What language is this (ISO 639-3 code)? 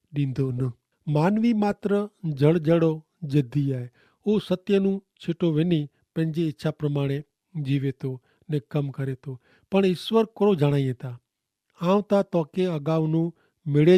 kfr